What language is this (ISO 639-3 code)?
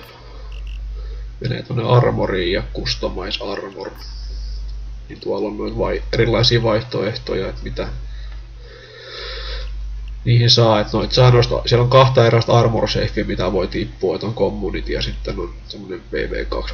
fin